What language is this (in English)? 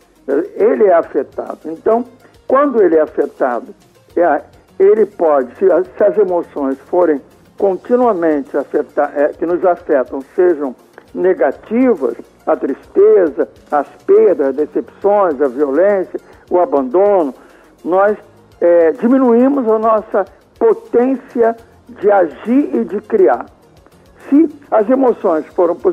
Portuguese